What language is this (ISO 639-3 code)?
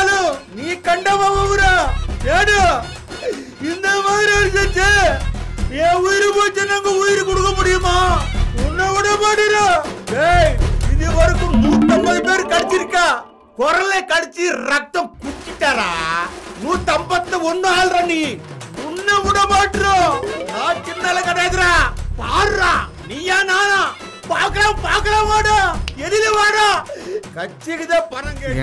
tam